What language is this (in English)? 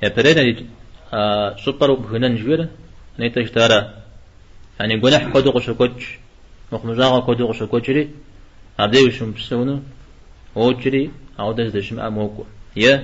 Kabardian